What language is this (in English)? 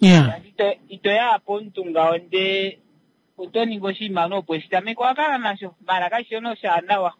Kuanyama